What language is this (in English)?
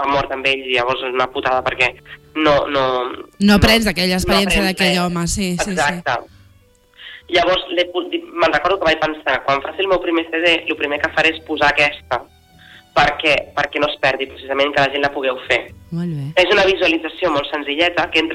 Catalan